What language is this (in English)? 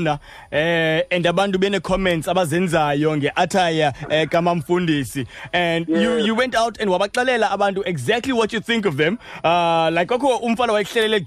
Xhosa